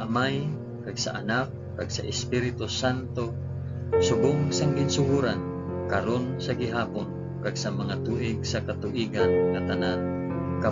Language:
Hiligaynon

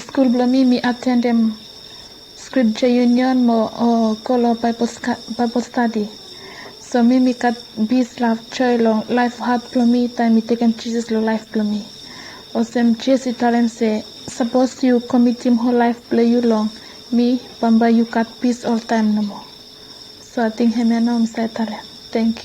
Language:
Bislama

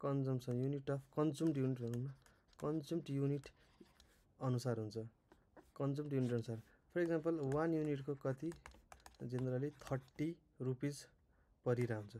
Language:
Nepali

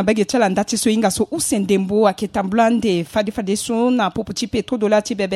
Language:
Sango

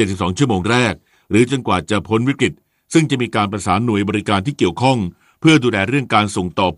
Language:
Thai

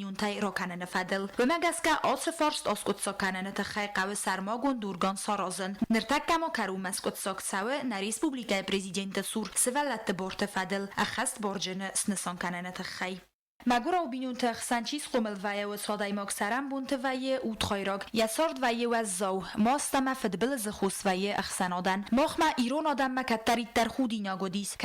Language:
Ossetic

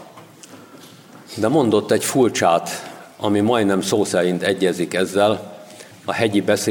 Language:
Hungarian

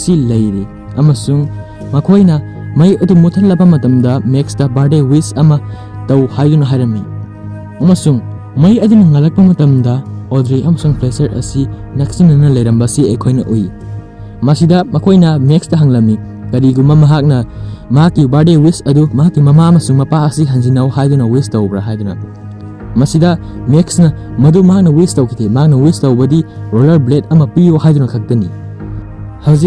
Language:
Manipuri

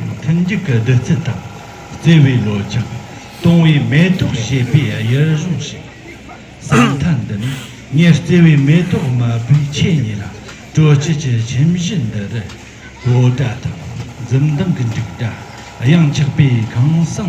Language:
Tibetan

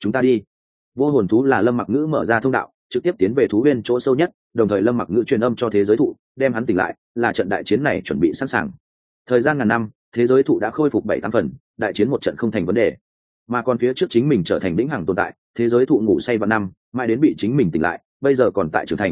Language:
Vietnamese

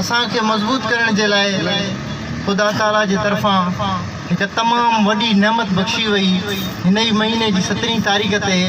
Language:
Sindhi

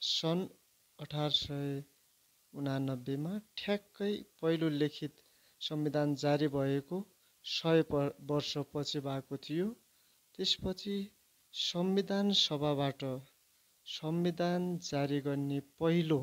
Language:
Nepali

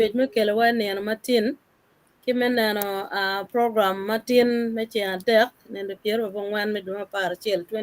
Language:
Acoli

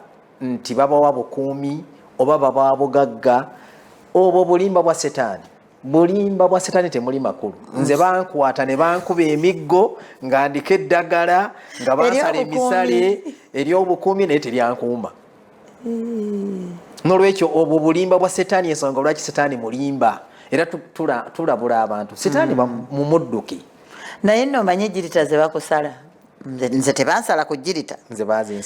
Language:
Ganda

